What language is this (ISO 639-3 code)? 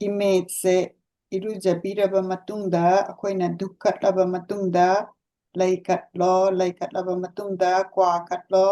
mni